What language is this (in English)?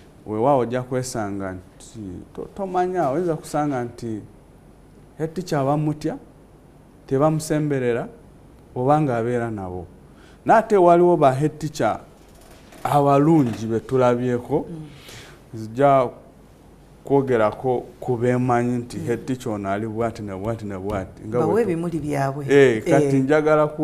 Ganda